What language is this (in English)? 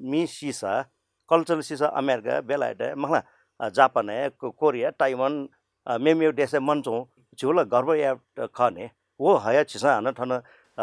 Newari